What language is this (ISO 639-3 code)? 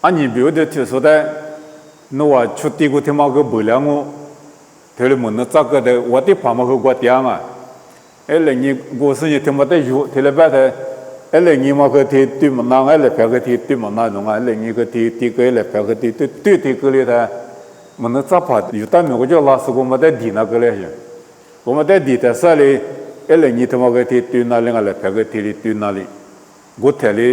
lis